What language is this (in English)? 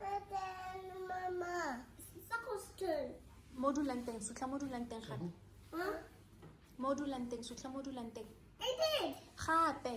Tswana